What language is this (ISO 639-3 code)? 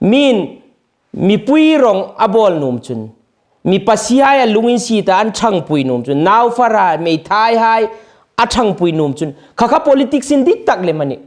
hmr